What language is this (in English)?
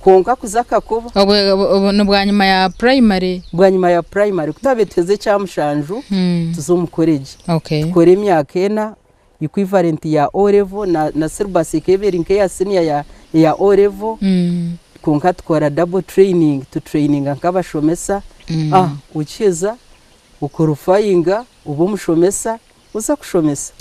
Nyankole